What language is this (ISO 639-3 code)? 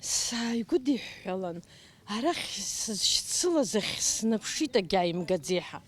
abk